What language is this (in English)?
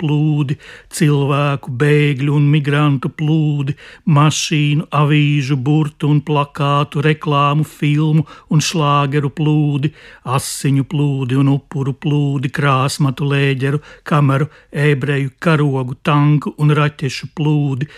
Latvian